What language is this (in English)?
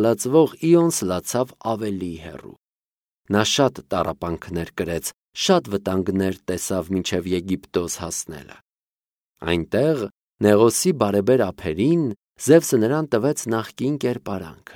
Armenian